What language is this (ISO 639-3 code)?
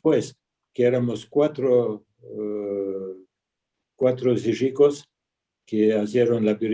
lad